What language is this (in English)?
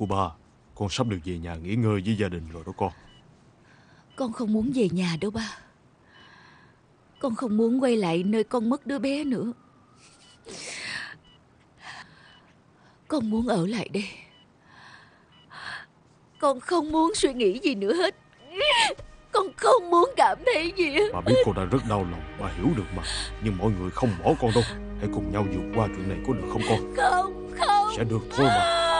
Vietnamese